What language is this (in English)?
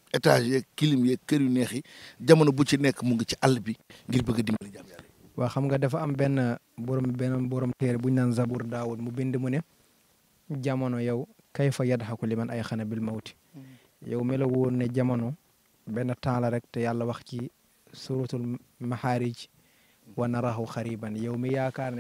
Wolof